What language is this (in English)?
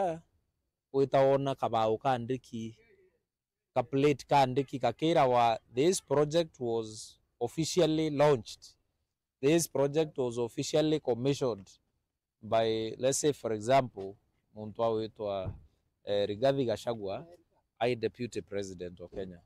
Meru